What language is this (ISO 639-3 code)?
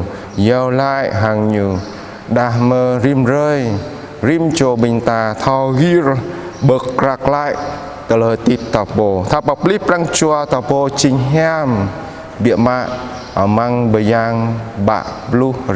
jra